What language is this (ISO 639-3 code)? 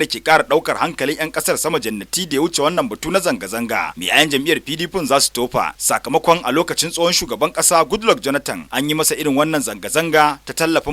hau